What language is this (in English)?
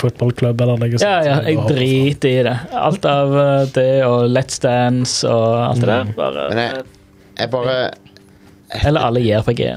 Norwegian